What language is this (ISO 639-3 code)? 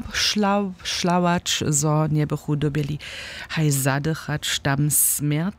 hsb